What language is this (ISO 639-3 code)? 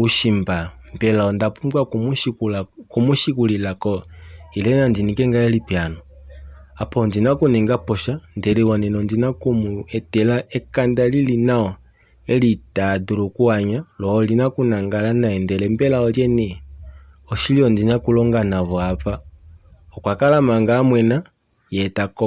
kua